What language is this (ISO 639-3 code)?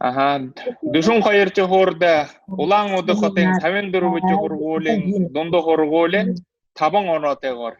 bua